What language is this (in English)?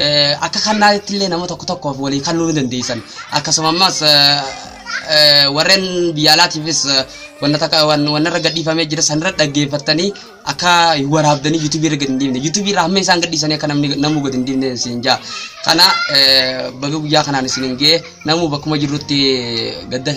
Oromo